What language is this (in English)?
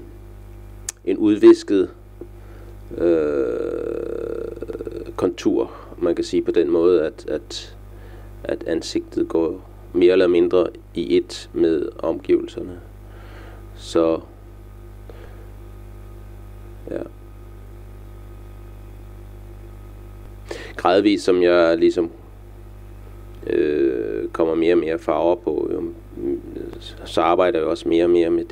Danish